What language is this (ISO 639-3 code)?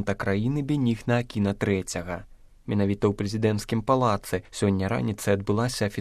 bel